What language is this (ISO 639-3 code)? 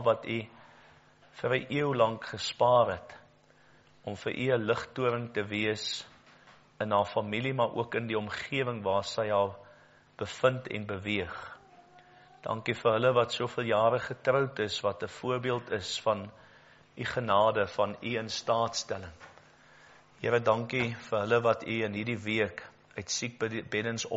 afr